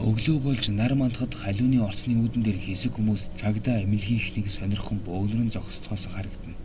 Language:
Mongolian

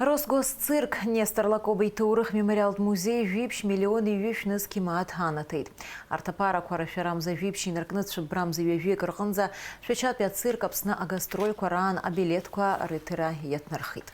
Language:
Abkhazian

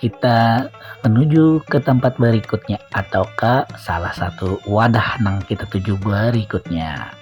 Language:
Banjar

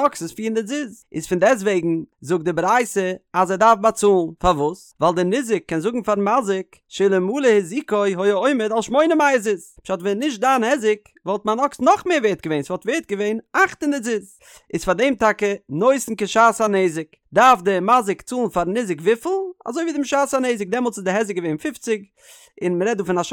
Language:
Yiddish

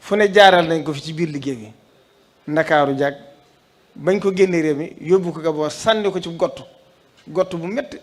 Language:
Wolof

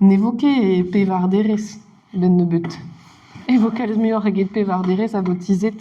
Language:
Breton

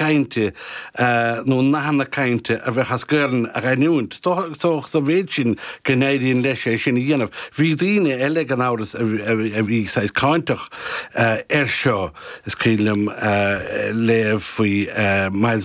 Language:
Irish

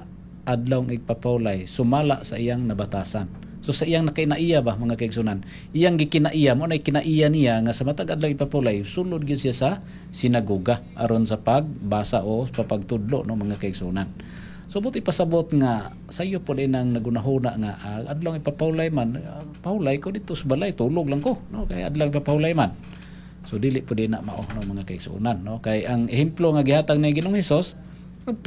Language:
Cebuano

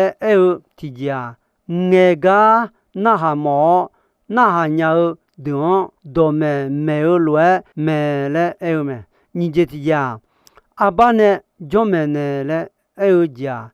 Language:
Akha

